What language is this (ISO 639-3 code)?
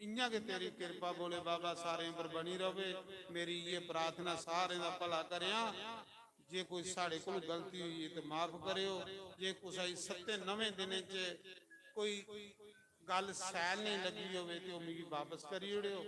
doi